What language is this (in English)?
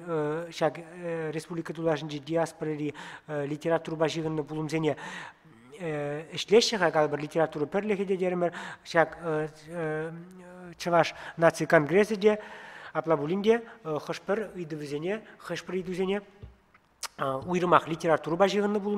Chuvash